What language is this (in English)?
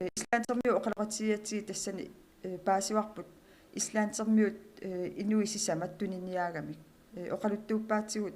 Kalaallisut